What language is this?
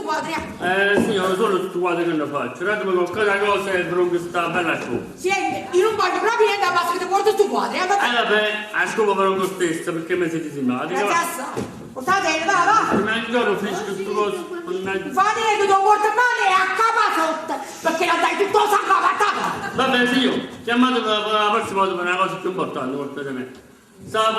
Neapolitan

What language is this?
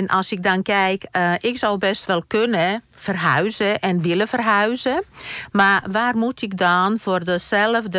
Dutch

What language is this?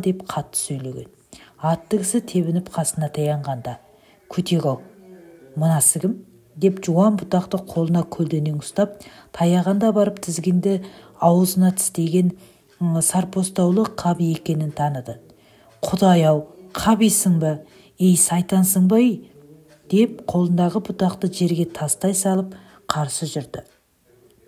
Kazakh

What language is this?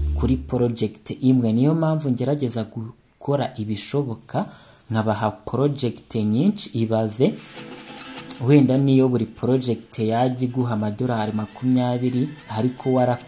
Kinyarwanda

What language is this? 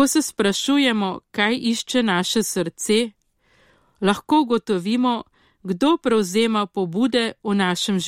Slovenian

